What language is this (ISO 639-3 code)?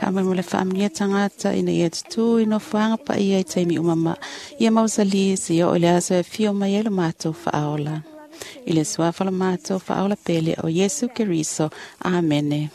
smo